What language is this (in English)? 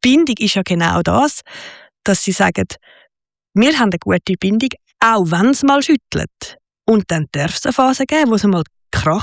German